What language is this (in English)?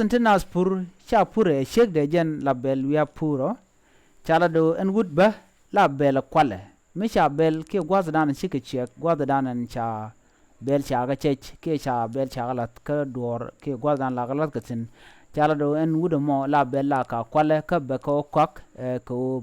Nuer